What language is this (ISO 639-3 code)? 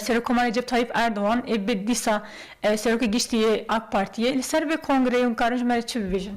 kur